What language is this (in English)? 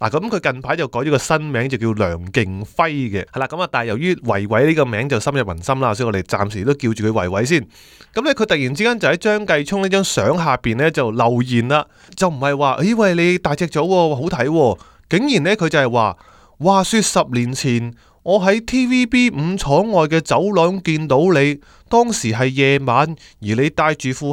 Cantonese